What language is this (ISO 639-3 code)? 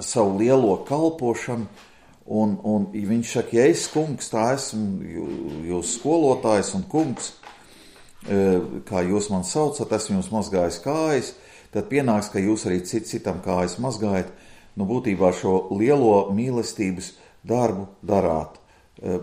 lav